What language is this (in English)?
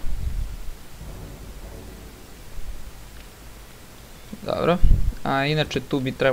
Serbian